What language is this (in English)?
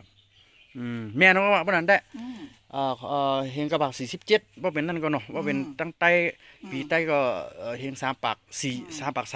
Shan